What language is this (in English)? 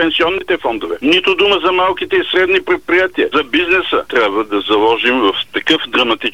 Bulgarian